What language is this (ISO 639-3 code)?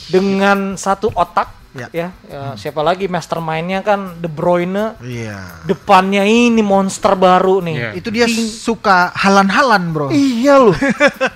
ind